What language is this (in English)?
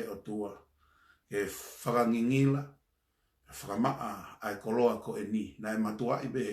Tongan